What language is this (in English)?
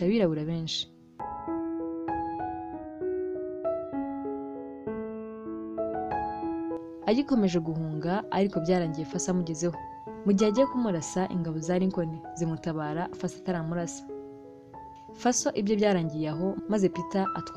Kinyarwanda